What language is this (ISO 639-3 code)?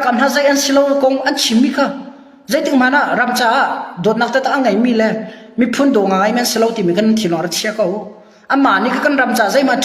cnh